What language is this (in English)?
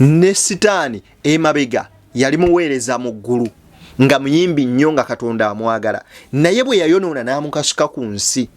Ganda